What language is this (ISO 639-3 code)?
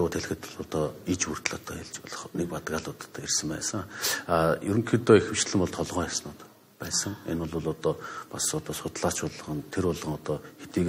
mon